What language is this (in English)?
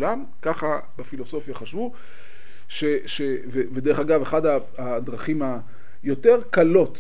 Hebrew